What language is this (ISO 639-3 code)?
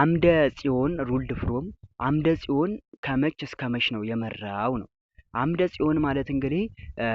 amh